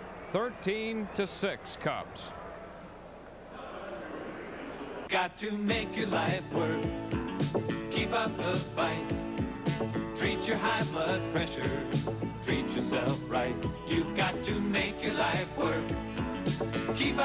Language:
English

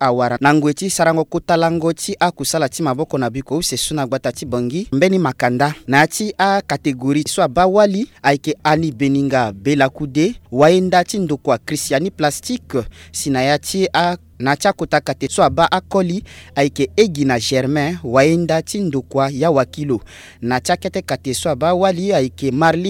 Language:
Sango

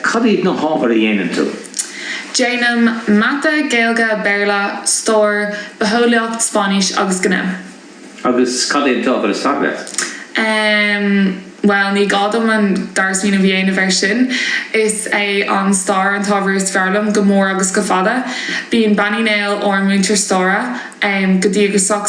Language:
Irish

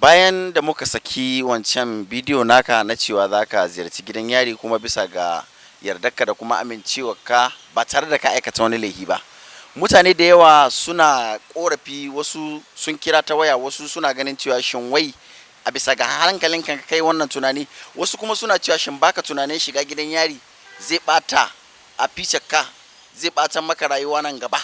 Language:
Hausa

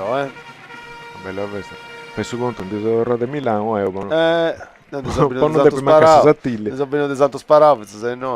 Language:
Sardinian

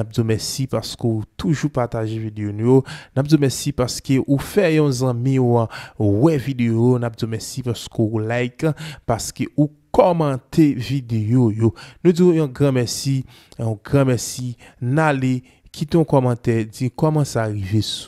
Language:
Haitian Creole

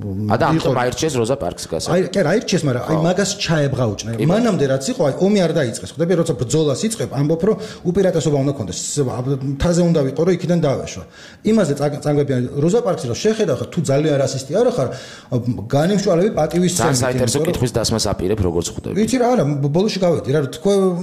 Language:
Georgian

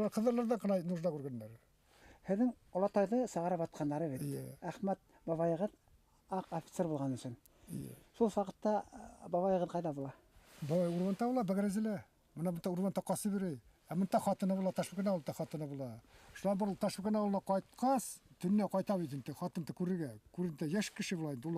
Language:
Bashkir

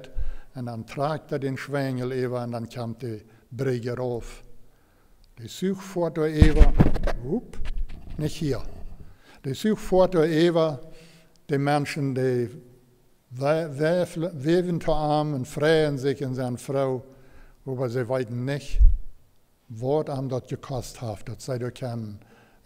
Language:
Plautdietsch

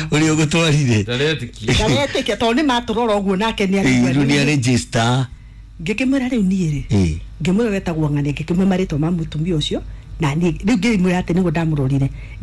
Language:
Kikuyu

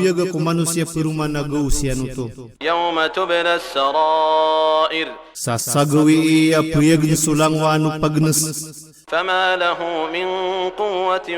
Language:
Maranao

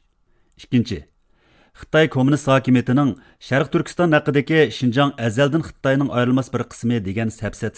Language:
Uyghur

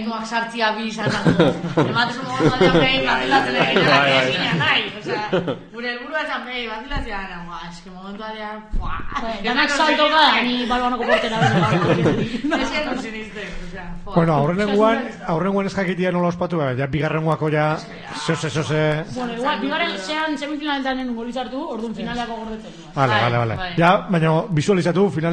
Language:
Basque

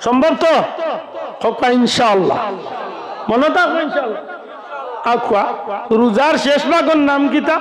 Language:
Sylheti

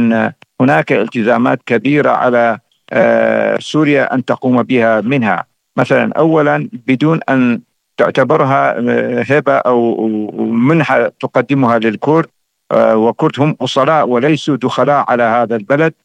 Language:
Arabic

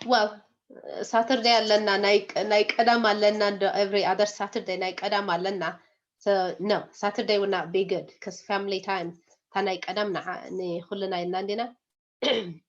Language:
Tigrinya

